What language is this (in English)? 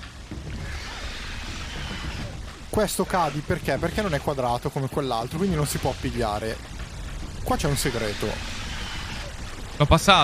Italian